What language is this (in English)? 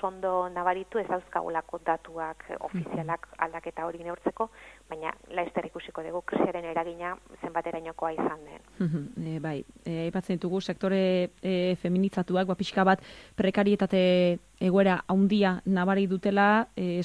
Basque